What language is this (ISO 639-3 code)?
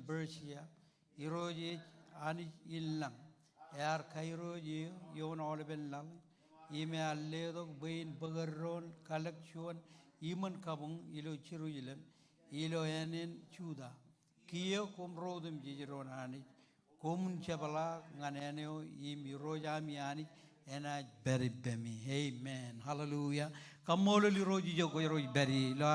mah